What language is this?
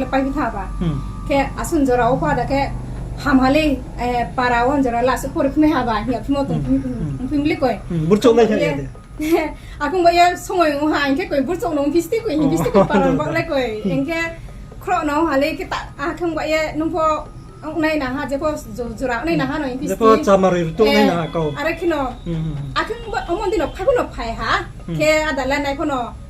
Riang (India)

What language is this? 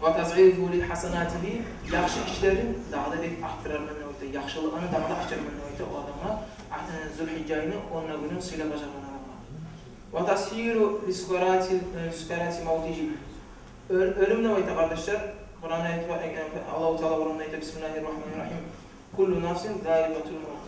Kumyk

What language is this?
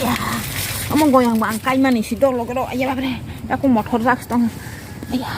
Kok Borok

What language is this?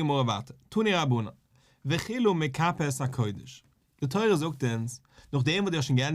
Yiddish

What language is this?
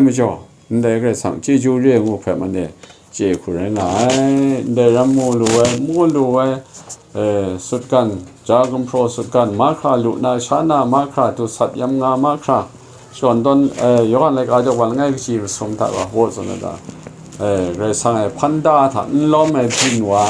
Kachin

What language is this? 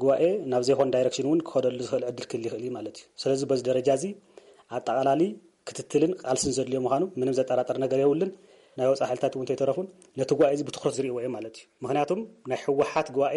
Tigrinya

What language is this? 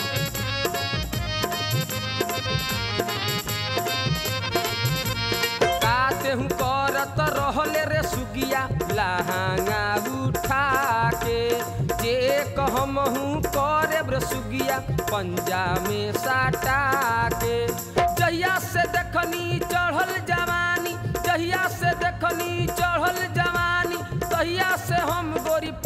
Bhojpuri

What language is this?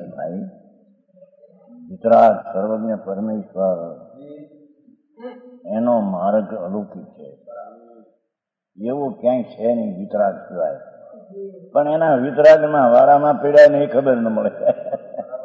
Gujarati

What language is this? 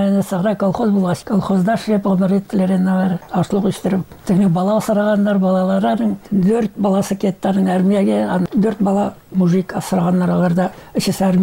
Tatar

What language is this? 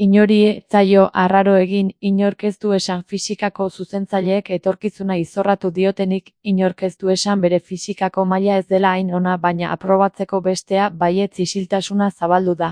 Basque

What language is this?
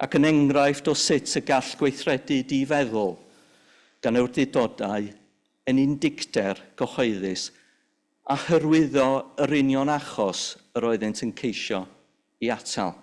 Welsh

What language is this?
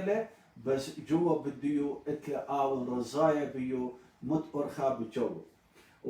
Assyrian Neo-Aramaic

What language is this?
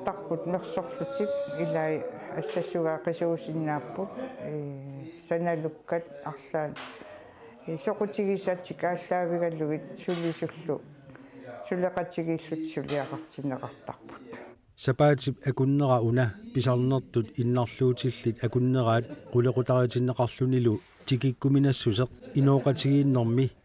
Kalaallisut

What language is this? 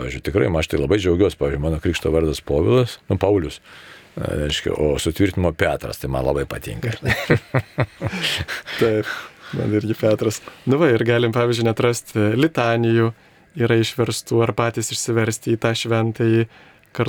Lithuanian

